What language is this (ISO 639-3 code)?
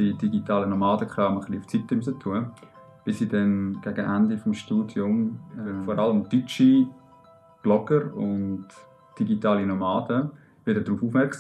gsw